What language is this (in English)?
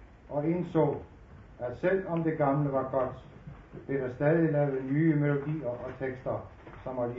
Danish